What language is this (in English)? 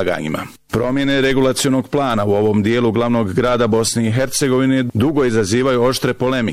Bosnian